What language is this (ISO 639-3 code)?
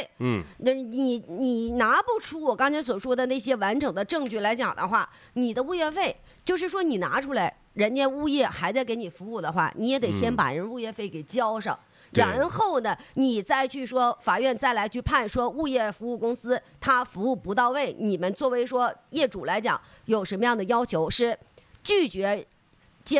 zho